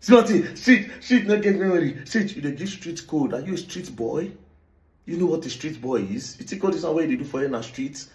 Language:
Nigerian Pidgin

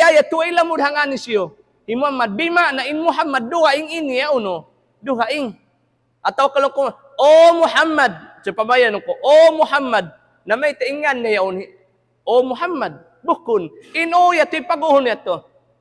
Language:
Tausug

